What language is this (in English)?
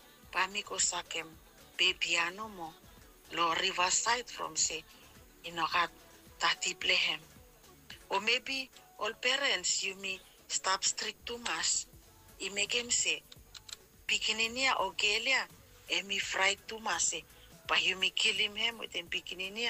Bislama